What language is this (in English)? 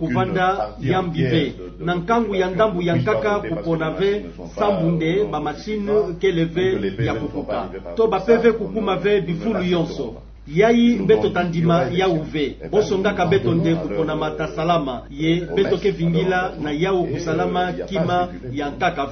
Kituba (Democratic Republic of Congo)